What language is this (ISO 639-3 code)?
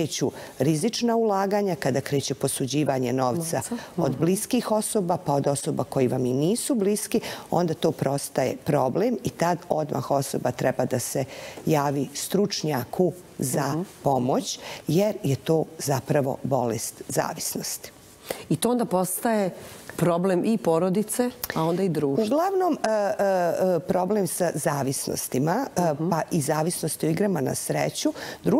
bos